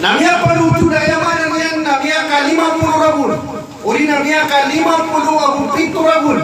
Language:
Maranao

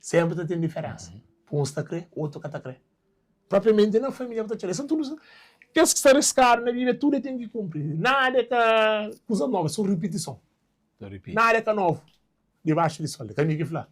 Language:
Kabuverdianu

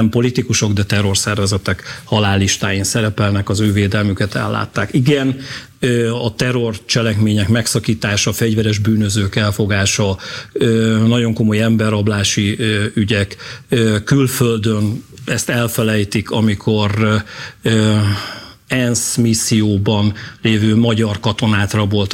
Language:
Hungarian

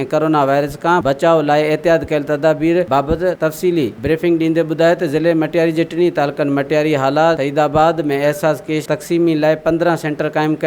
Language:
Sindhi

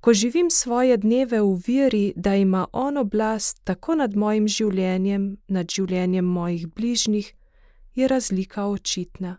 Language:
Slovenian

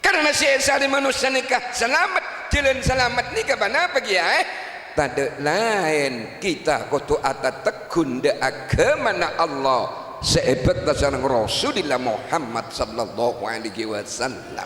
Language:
Madurese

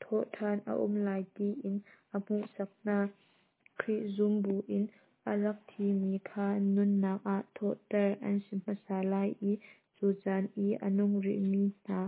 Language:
Hakha Chin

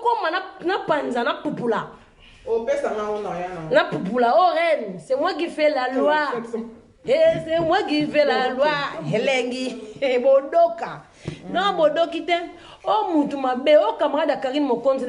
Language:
Lingala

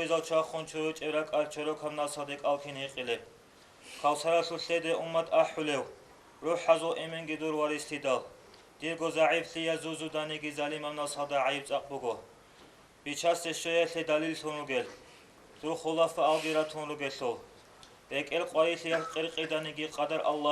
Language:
Avaric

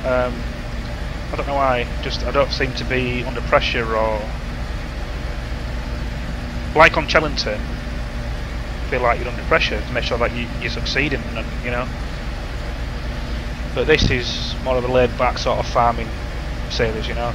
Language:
English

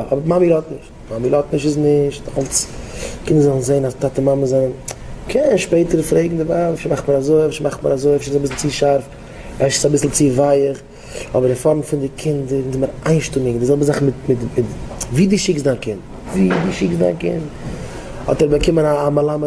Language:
Yiddish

